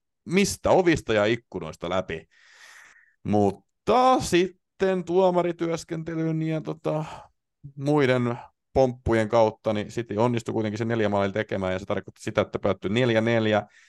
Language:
Finnish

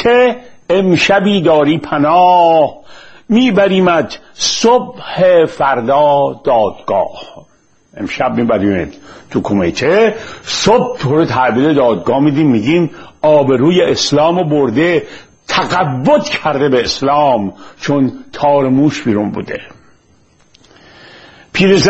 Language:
Persian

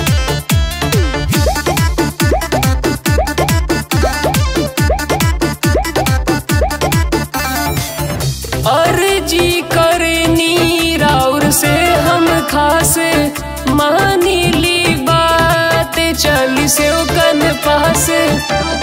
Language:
Bhojpuri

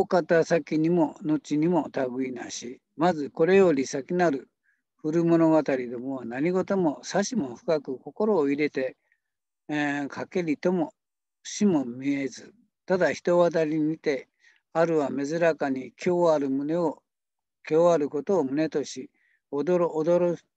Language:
Japanese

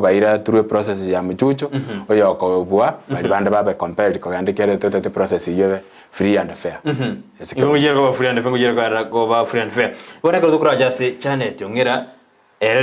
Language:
Gusii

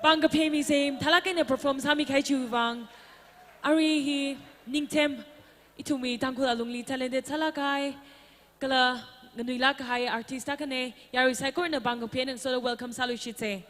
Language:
Tangkhul Naga (India)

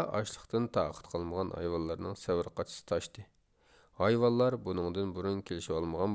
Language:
Uyghur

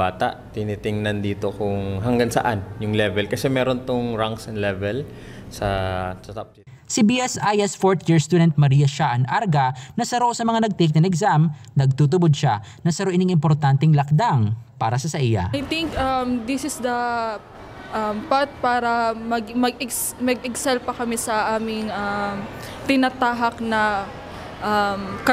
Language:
Bikol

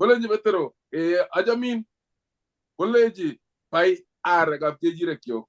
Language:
Kalenjin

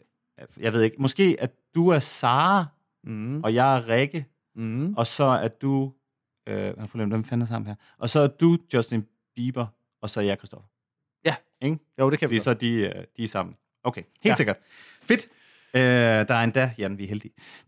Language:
Danish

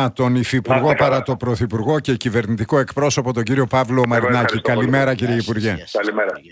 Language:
Greek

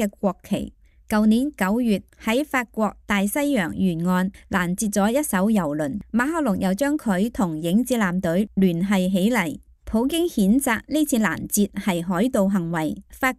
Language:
Cantonese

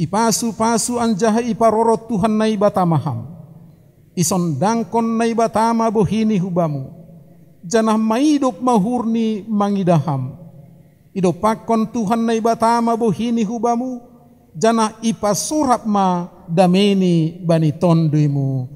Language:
Batak Simalungun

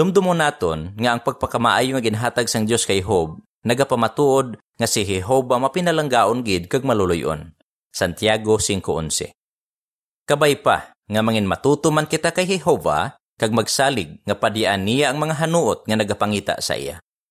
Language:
Hiligaynon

